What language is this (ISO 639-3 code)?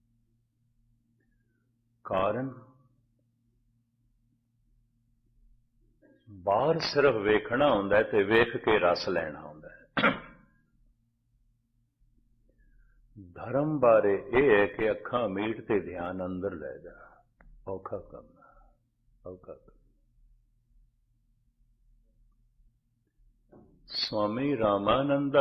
pan